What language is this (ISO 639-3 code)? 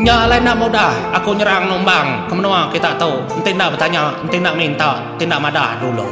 iba